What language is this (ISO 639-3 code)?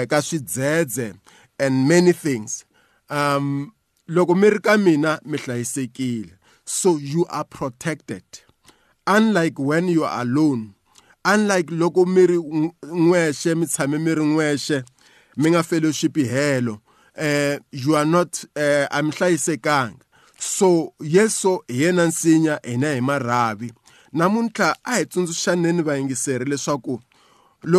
tso